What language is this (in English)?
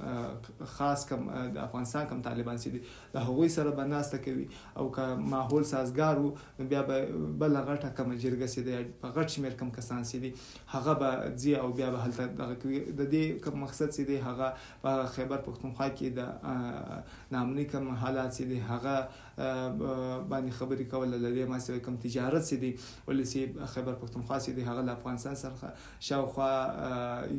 Pashto